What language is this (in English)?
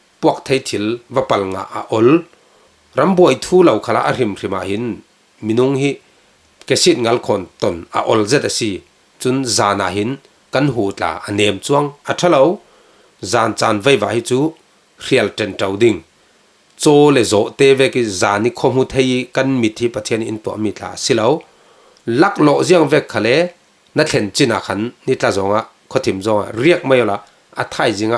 Falam Chin